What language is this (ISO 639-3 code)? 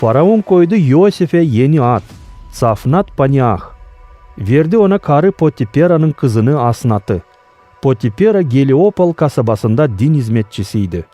gag